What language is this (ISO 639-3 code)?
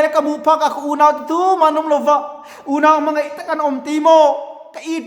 lus